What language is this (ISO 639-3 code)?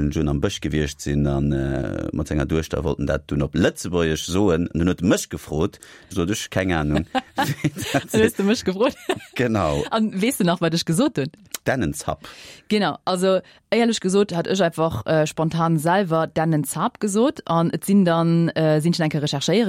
ltz